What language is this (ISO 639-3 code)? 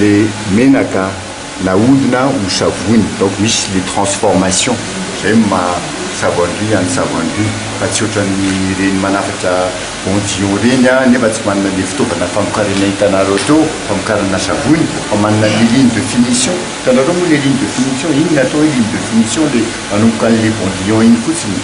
mlg